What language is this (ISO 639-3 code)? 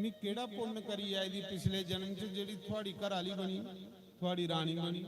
doi